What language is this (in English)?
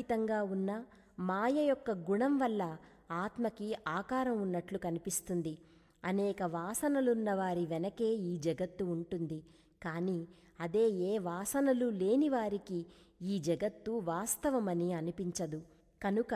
Telugu